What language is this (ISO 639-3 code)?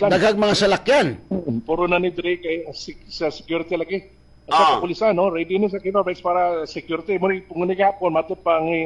ceb